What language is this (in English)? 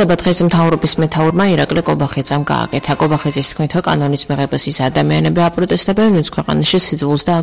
Georgian